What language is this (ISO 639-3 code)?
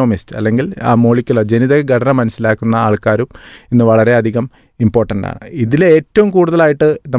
mal